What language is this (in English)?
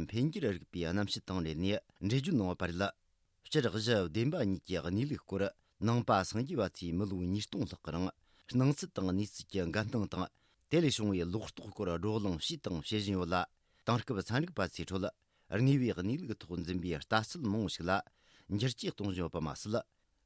Tibetan